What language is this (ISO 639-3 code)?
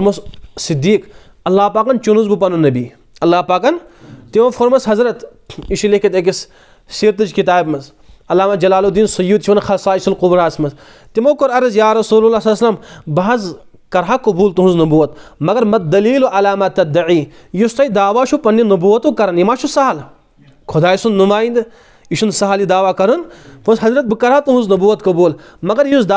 kas